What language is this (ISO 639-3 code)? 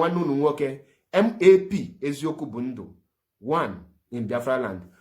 ibo